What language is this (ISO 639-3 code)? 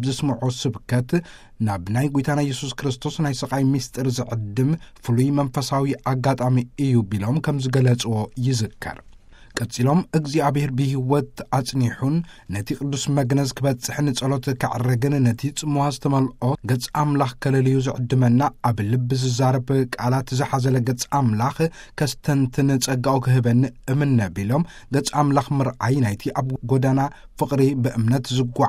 tir